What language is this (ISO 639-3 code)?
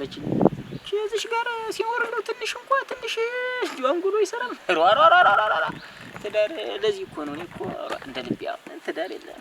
amh